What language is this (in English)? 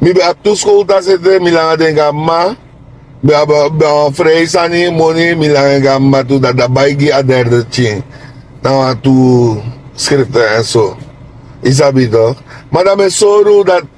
Sranan Tongo